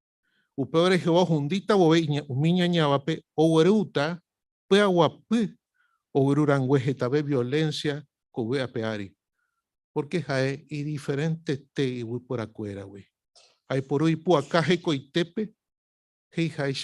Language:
Guarani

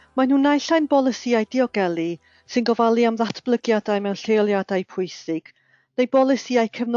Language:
Welsh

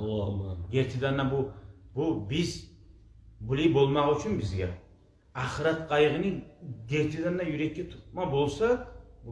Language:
Kumyk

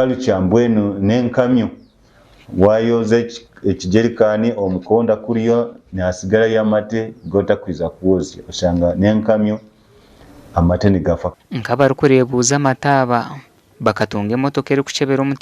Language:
Nyankole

